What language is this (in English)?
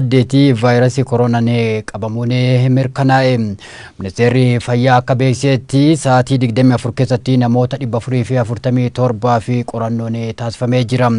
Oromo